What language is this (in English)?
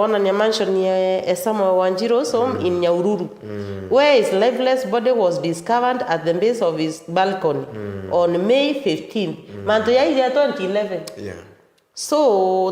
Meru